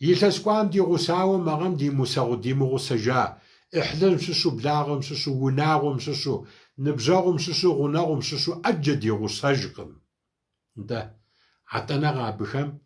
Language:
Kabardian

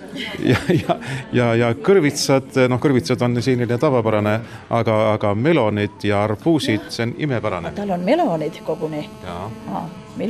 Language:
Estonian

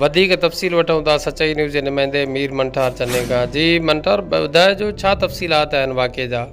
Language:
Sindhi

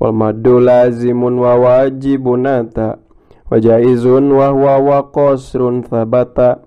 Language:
Sundanese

